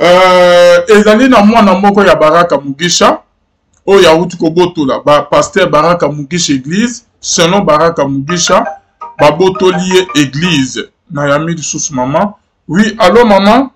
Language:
Lingala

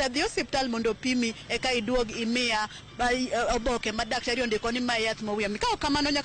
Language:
Luo (Kenya and Tanzania)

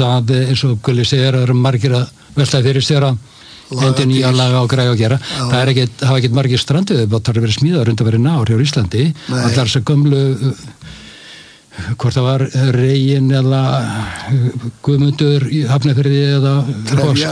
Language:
Icelandic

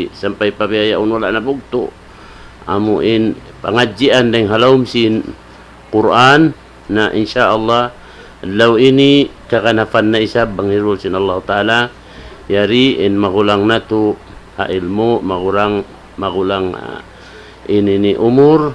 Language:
Tausug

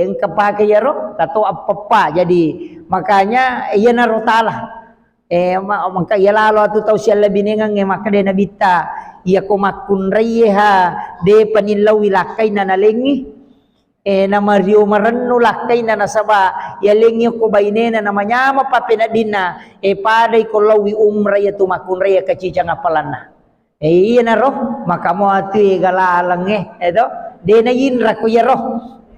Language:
Buginese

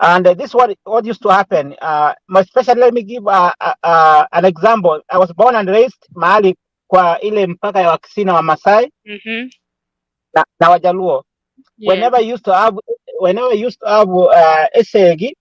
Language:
Gusii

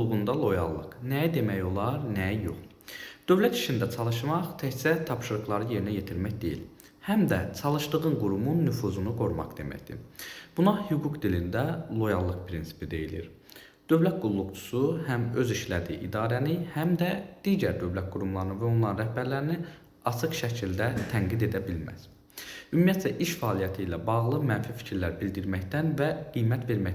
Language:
Azerbaijani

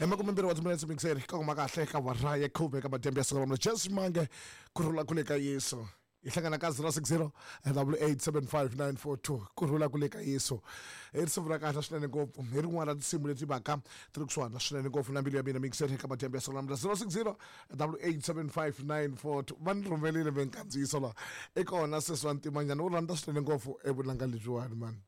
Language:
Tsonga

